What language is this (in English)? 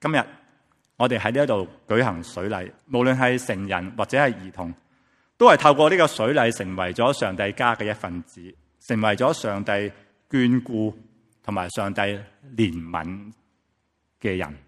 Cantonese